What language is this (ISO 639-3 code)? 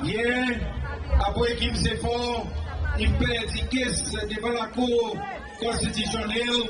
crs